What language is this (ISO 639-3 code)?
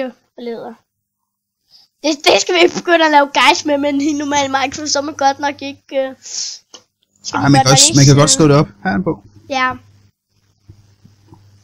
dan